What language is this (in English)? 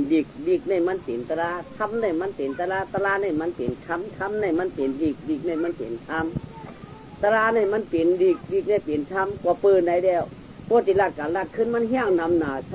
Shan